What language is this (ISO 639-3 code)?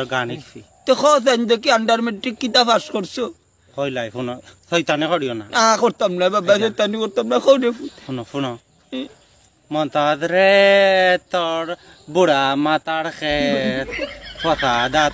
syl